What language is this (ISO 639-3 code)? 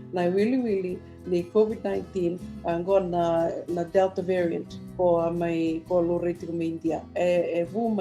fij